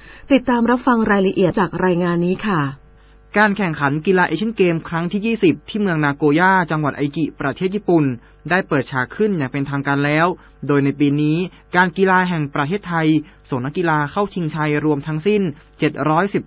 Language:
Thai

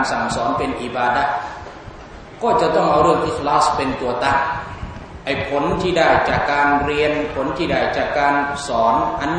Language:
Thai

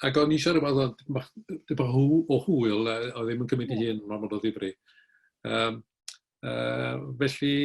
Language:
Welsh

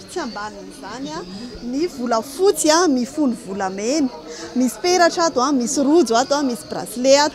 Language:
Malagasy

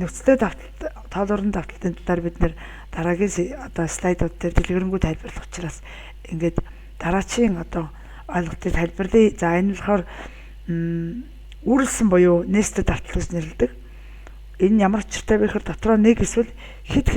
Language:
Mongolian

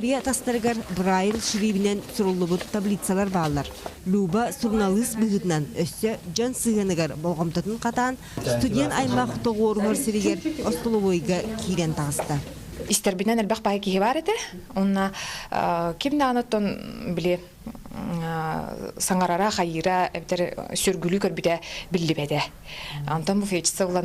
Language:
Yakut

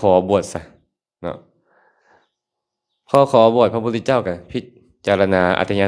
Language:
Lao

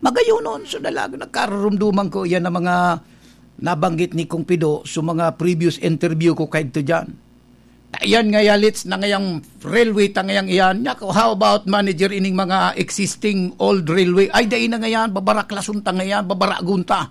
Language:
Bikol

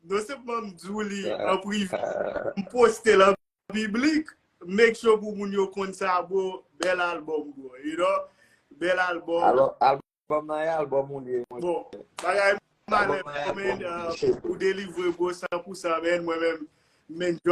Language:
Haitian Creole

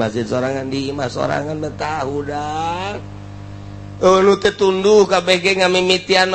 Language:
Sundanese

